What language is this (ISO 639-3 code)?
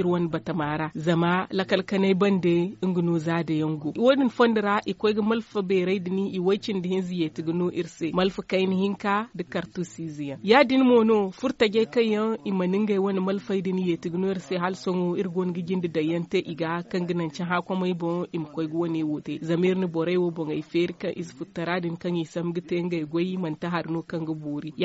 dje